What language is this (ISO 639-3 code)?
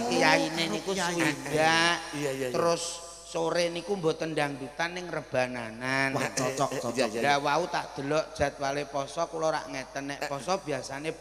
jav